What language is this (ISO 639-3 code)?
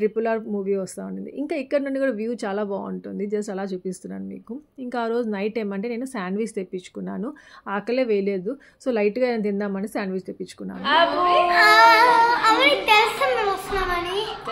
tel